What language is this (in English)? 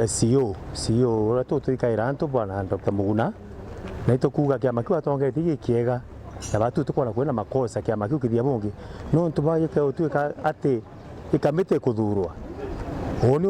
Meru